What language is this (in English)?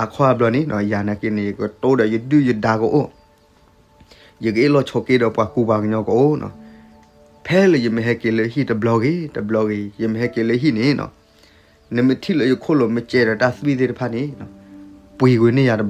S'gaw Karen